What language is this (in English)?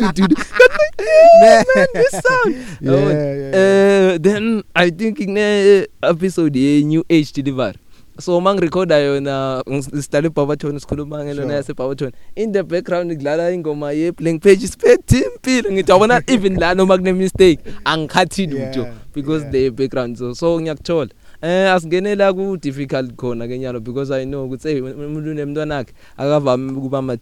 English